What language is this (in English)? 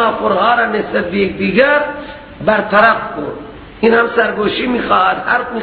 Persian